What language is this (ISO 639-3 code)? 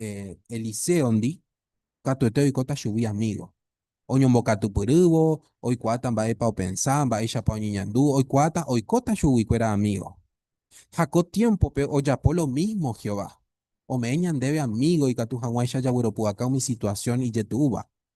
grn